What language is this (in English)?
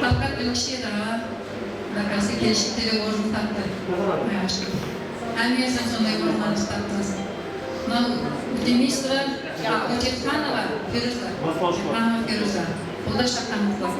Kara-Kalpak